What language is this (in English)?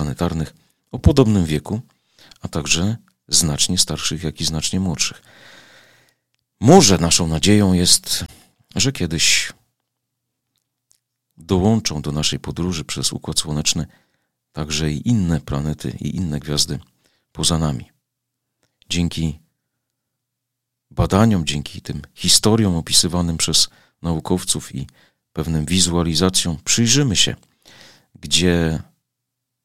Polish